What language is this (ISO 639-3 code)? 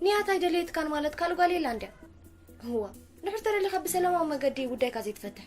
tir